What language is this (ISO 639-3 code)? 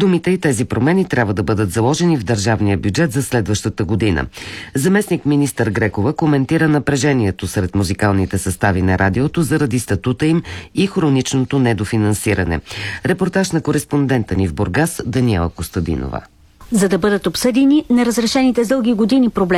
bul